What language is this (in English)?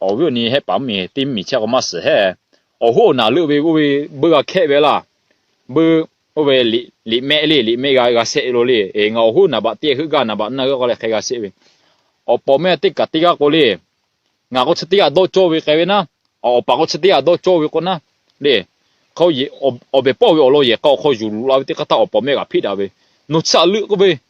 Lahu